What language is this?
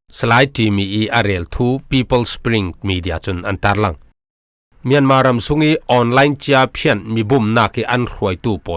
Falam Chin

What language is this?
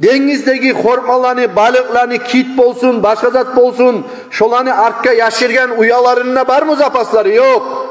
Kumyk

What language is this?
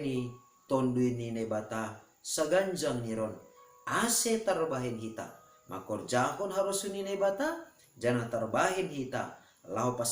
Batak Simalungun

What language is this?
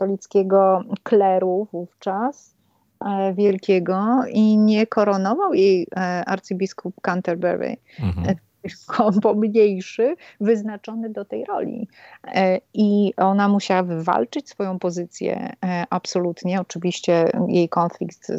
Polish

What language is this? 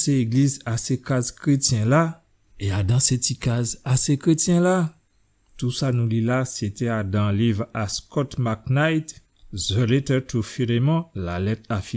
Guadeloupean Creole French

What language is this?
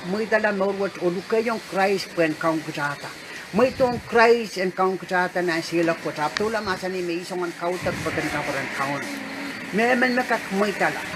Pohnpeian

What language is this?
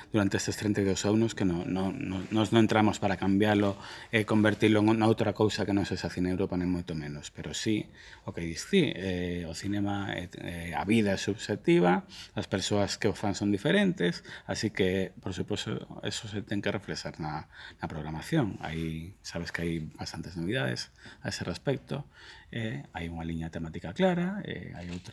Galician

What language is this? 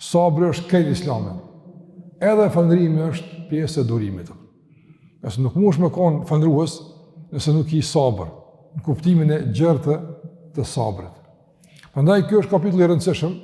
Albanian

